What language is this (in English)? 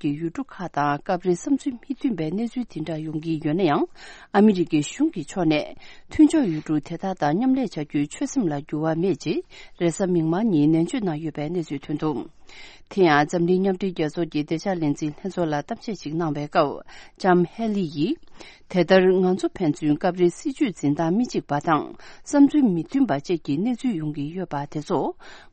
Tibetan